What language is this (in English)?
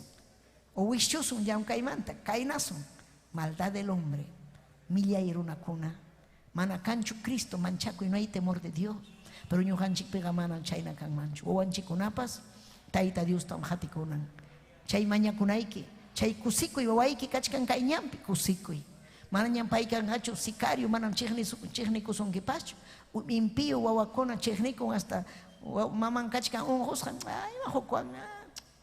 Ayacucho Quechua